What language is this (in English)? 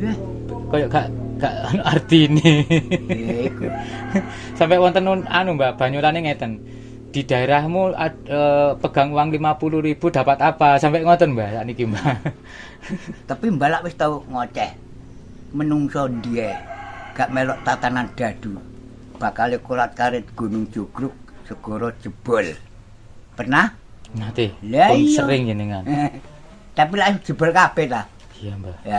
Javanese